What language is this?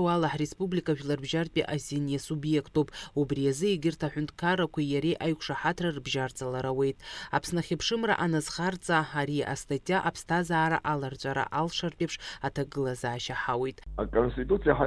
Abkhazian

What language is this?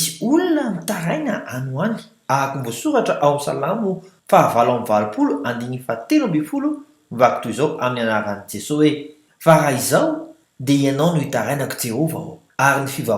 Malagasy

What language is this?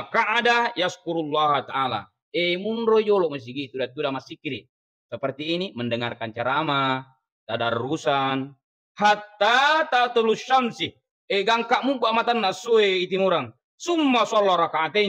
Buginese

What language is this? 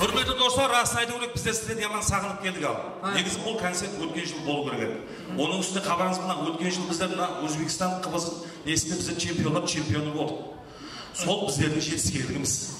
Kara-Kalpak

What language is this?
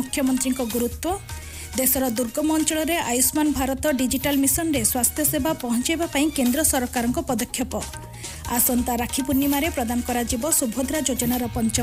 Odia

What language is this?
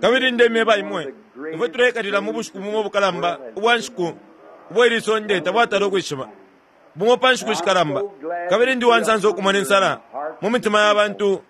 Bemba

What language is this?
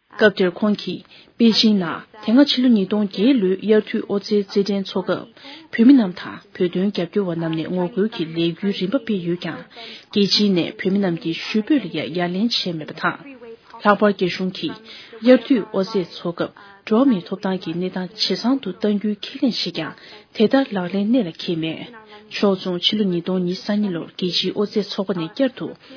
Tibetan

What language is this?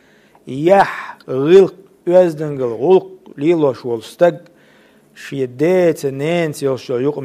Chechen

